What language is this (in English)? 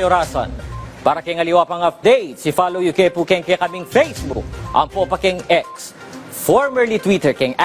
Pampanga